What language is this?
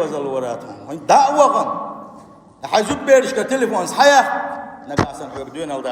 Chechen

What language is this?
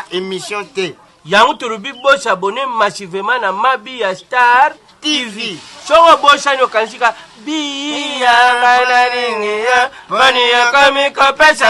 Lingala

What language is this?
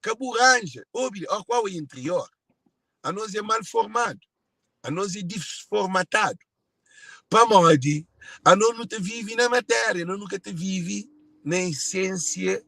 Kabuverdianu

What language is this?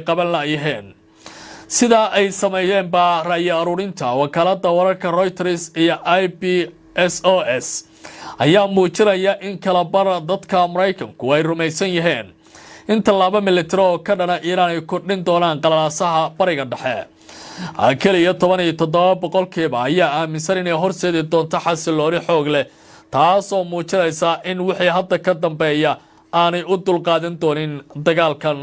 Somali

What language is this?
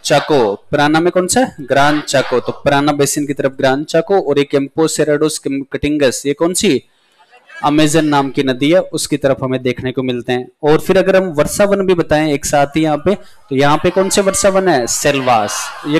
Hindi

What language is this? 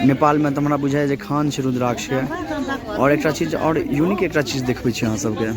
Maithili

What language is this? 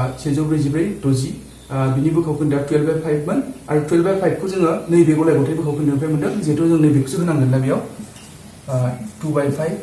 Bodo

